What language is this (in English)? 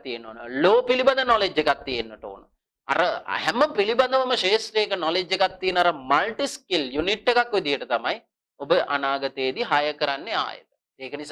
Sinhala